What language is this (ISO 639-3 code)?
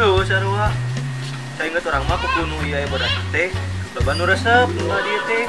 sun